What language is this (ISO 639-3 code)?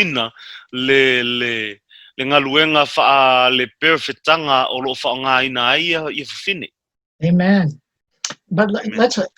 smo